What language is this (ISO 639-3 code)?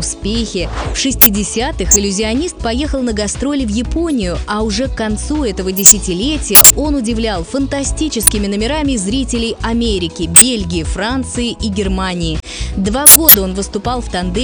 rus